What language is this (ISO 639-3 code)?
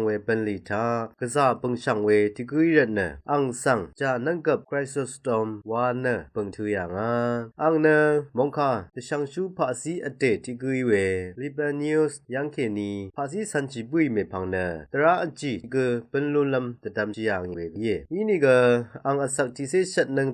raw